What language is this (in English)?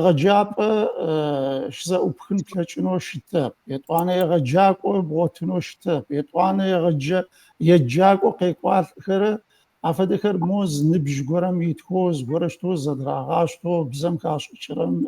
Adyghe